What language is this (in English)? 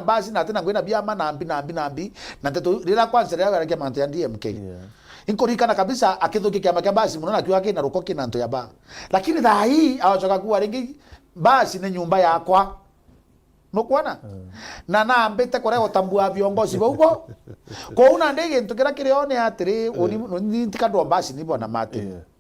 Meru